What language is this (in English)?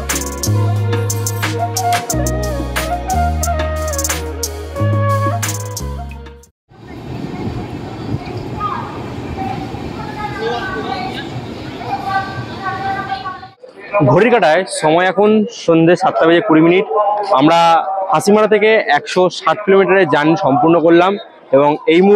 Bangla